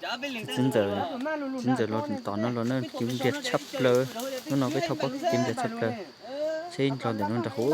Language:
Hmong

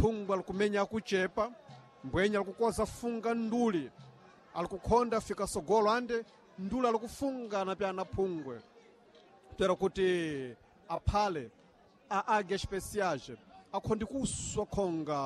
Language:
Sena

